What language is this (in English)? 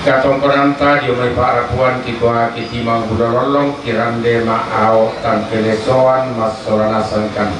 Toraja-Sa'dan